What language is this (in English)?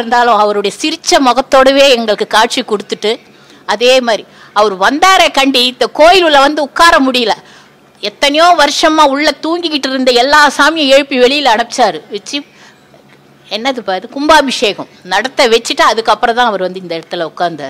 Tamil